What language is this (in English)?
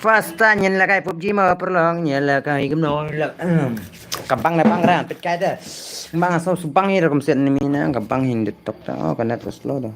Khasi